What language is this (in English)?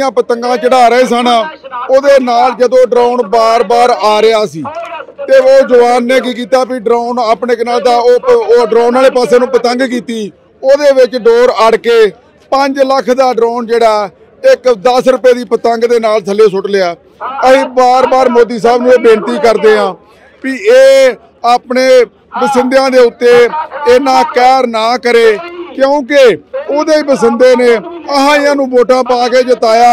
Punjabi